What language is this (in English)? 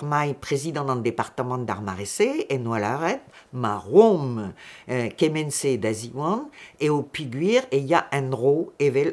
Breton